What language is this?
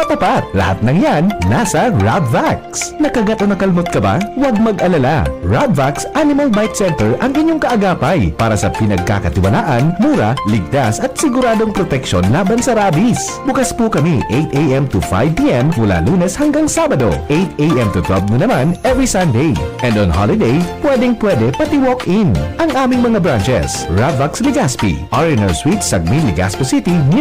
Bikol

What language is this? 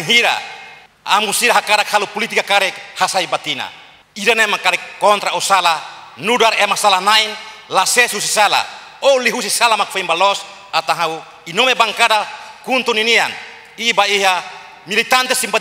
Tetum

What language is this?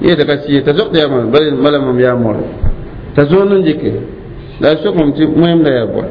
Mossi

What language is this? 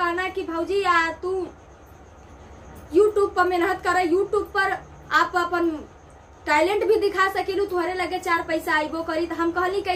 Bhojpuri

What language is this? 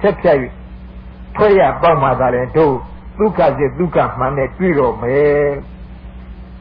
Burmese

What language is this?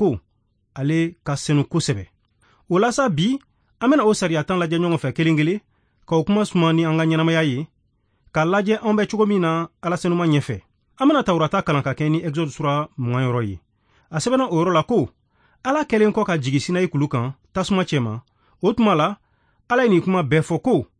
Bambara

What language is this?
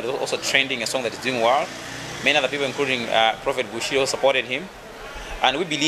English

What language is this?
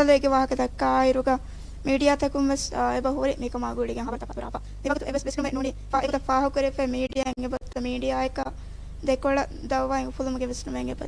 Divehi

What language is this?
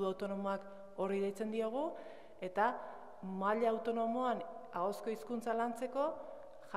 Basque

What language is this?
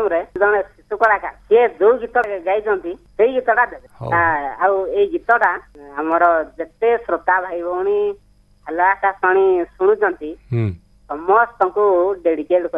Odia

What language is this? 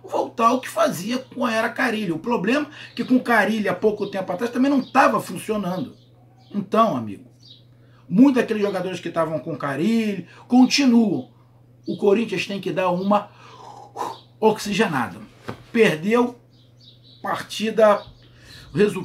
Portuguese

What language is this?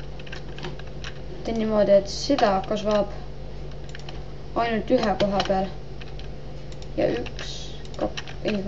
Estonian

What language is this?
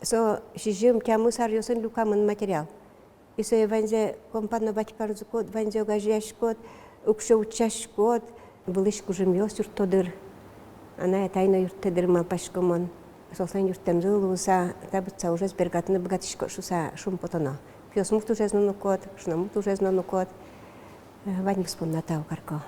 Udmurt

